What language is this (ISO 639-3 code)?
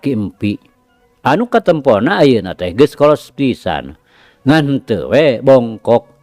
sun